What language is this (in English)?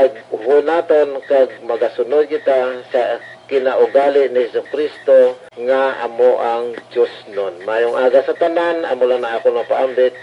Hiligaynon